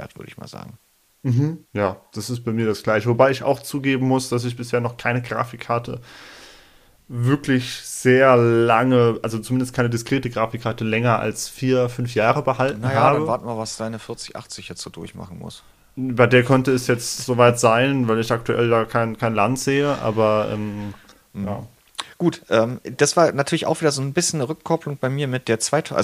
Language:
German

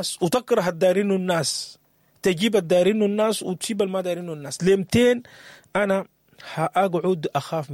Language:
Sudanese Arabic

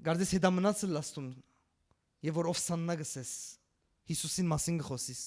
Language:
Western Armenian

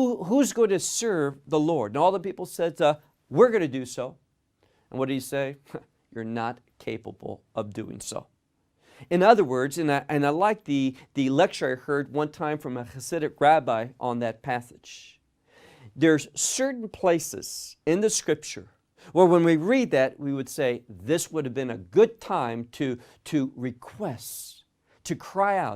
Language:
English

